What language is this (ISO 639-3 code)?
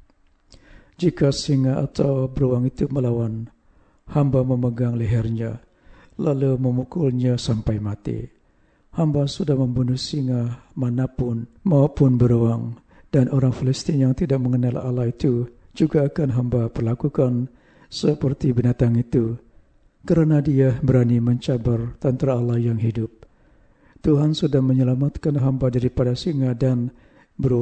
msa